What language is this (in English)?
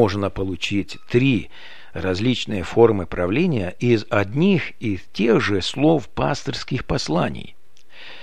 Russian